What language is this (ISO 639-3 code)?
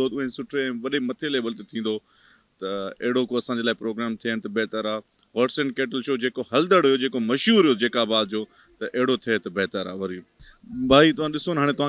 snd